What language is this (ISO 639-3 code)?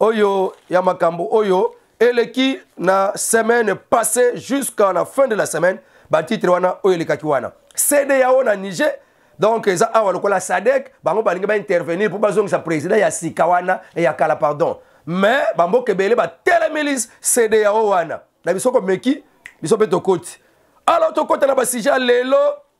lin